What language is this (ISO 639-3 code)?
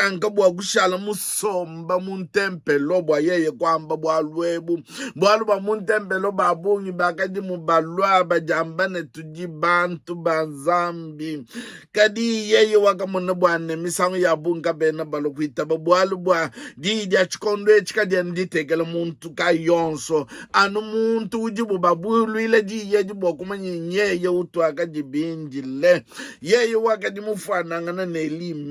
lua